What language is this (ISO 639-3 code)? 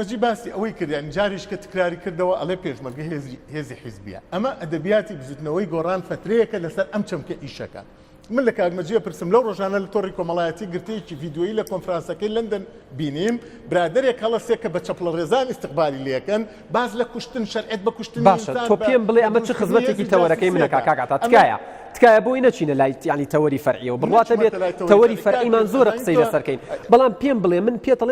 ckb